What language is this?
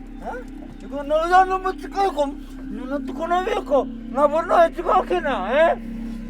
Fijian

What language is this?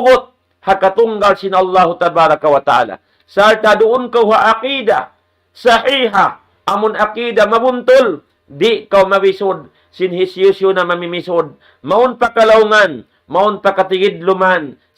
Tausug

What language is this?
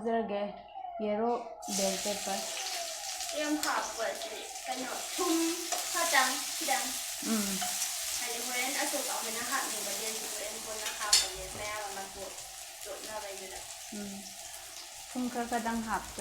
Manipuri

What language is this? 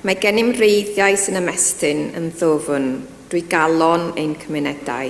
Welsh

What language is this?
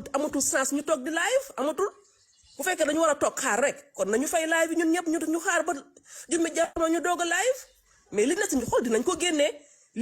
Wolof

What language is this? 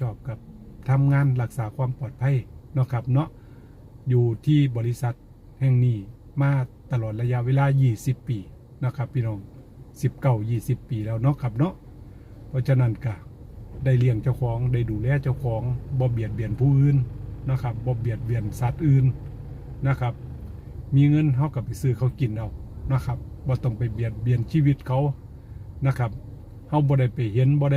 Northeastern Thai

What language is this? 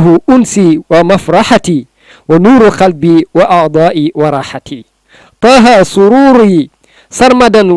Wolof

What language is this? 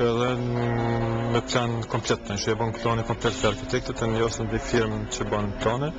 Albanian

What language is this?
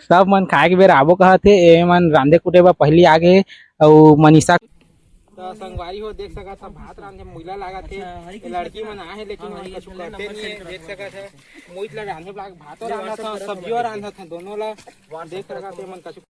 Chhattisgarhi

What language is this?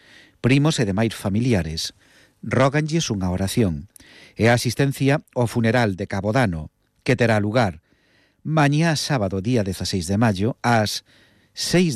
Galician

